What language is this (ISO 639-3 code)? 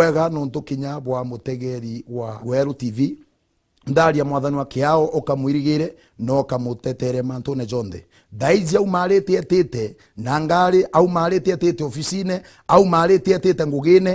mer